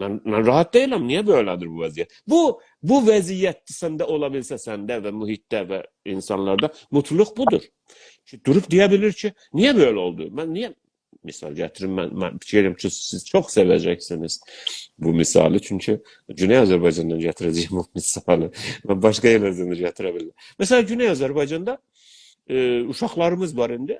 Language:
South Azerbaijani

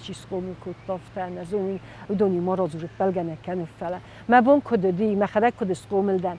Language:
Ossetic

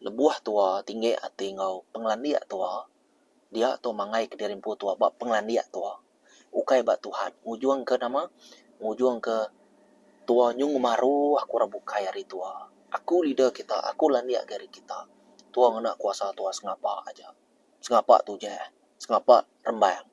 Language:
Iban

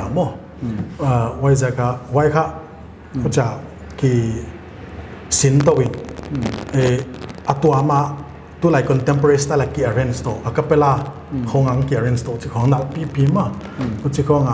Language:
Paite Chin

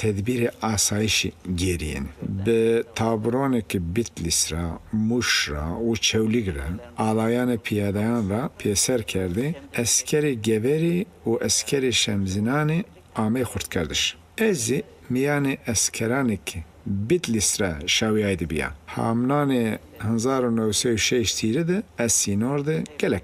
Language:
Zaza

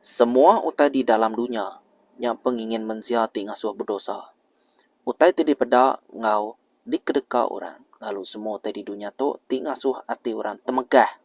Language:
Iban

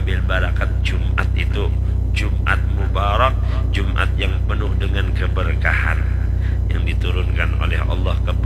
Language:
Banjar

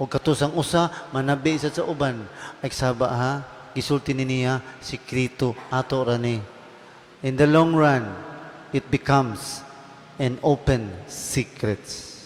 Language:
Cebuano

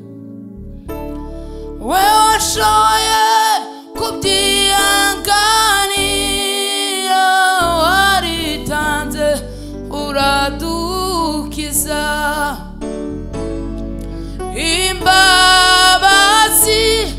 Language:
Kinyarwanda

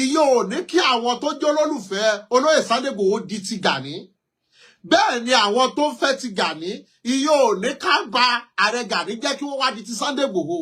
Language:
Yoruba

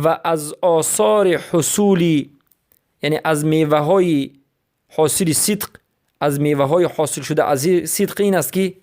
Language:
Persian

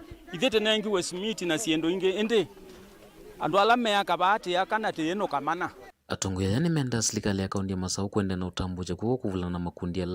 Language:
Kamba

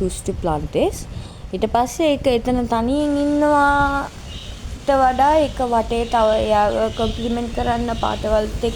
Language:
Sinhala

